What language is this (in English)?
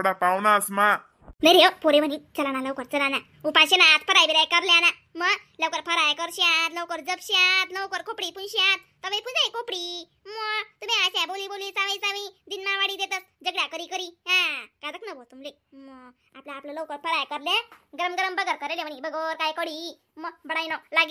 Khandesi